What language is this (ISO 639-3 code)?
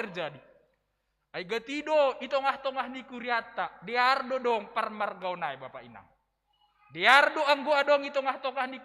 bts